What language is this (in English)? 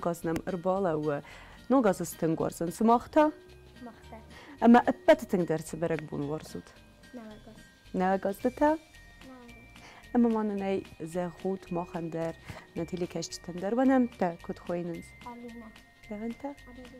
Ossetic